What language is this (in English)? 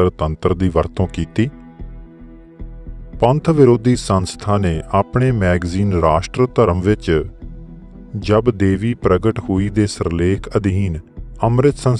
Punjabi